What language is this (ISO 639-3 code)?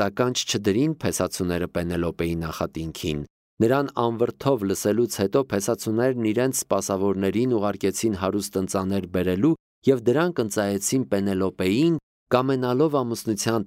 hye